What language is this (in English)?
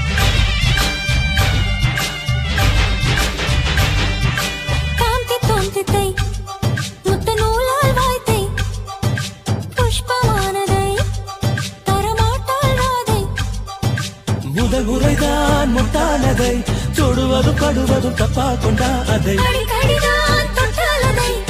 Tamil